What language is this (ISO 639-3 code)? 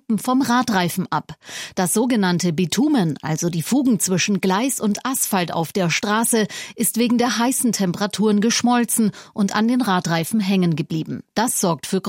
deu